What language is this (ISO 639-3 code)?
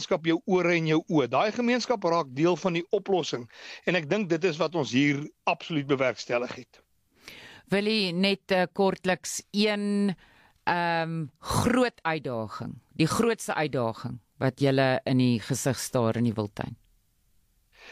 afr